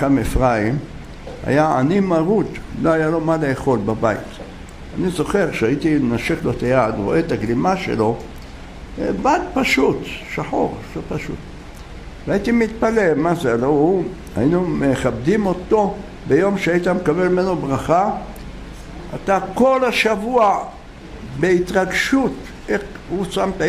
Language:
Hebrew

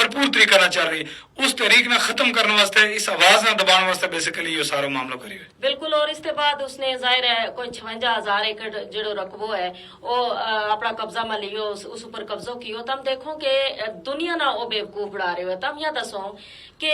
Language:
Gujari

